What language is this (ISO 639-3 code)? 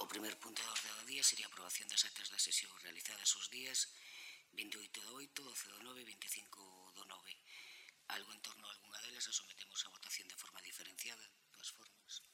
glg